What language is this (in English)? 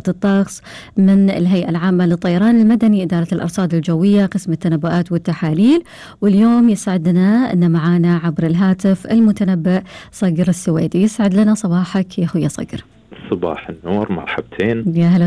Gulf Arabic